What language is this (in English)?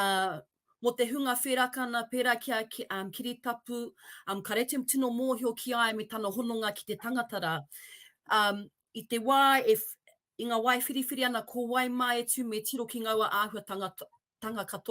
Māori